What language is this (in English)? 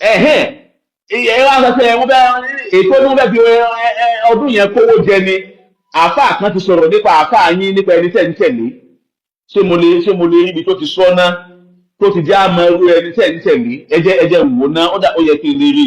Yoruba